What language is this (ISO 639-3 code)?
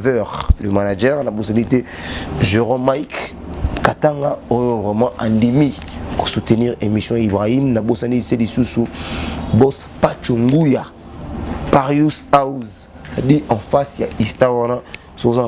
lin